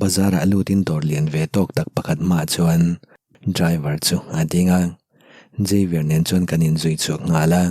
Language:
Mizo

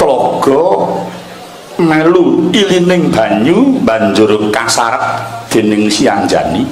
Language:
Javanese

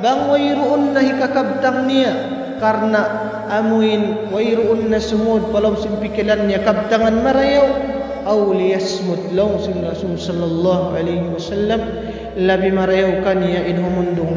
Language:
Tausug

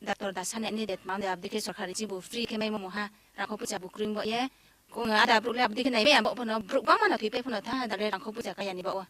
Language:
Kok Borok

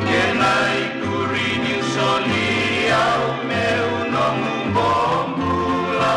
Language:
Fijian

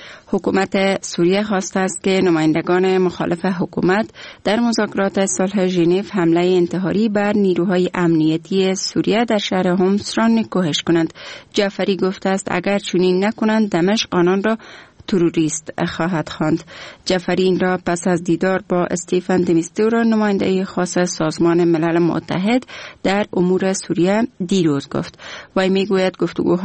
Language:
Persian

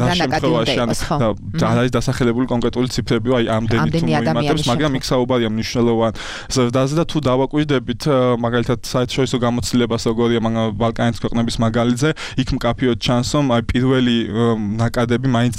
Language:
Georgian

